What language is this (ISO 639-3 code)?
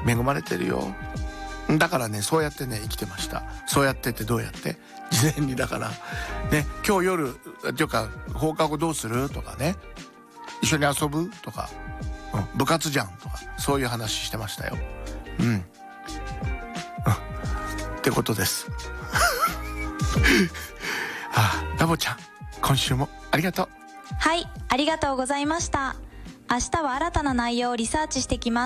jpn